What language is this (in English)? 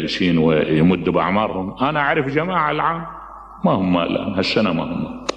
Mesopotamian Arabic